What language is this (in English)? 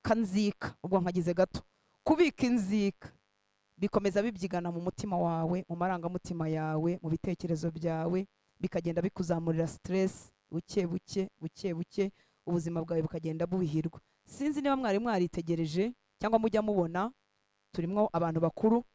Kinyarwanda